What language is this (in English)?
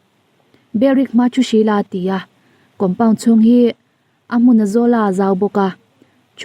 Mizo